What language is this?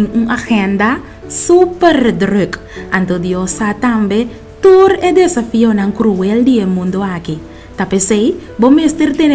Papiamento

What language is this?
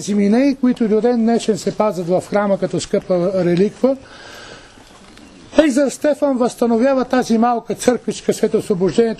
Bulgarian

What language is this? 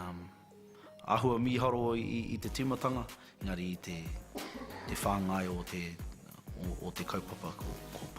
Māori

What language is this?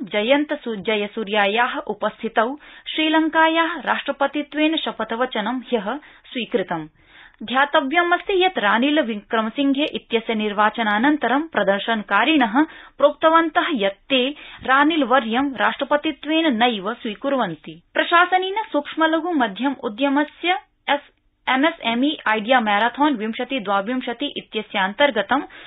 Sanskrit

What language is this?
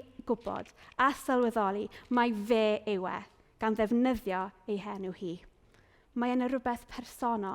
Welsh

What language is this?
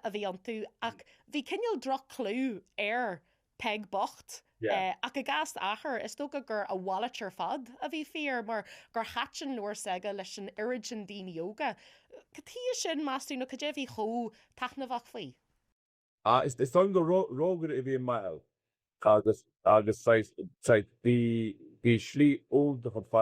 Irish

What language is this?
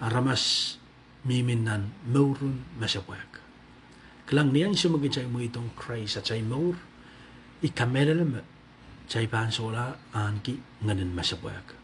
Pohnpeian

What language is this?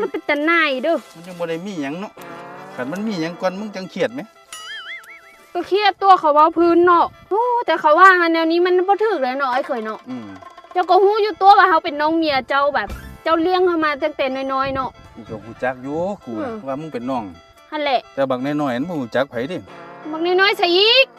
Lao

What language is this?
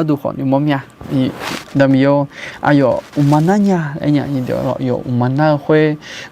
Akha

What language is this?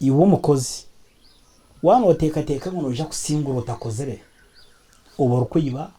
Nyankole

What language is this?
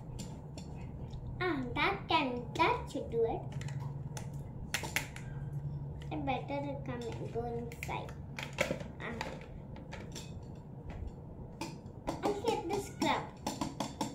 English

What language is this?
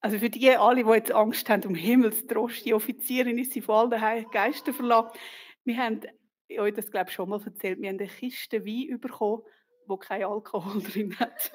Swiss German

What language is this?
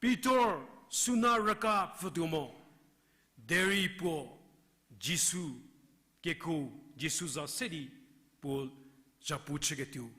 Angami Naga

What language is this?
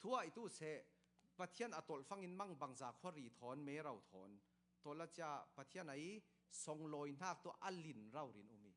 Falam Chin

